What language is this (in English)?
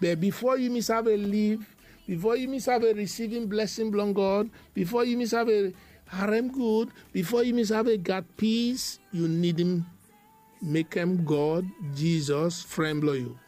Bislama